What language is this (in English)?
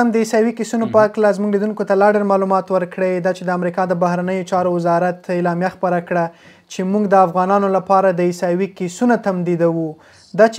Pashto